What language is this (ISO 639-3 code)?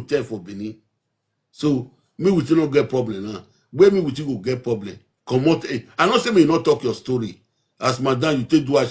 pcm